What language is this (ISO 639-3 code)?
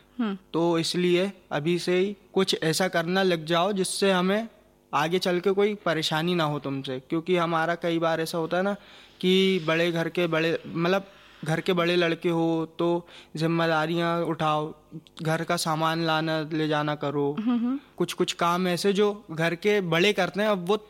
hin